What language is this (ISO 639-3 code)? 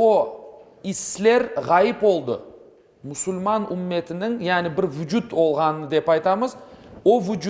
crh